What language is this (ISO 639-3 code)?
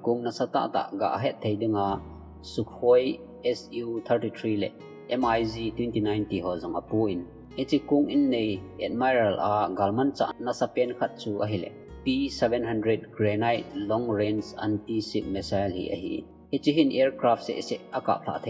tcz